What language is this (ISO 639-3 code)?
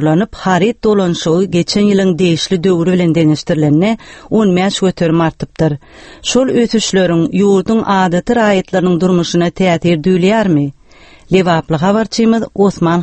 tuk